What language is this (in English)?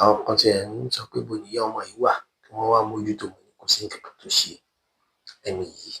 Yoruba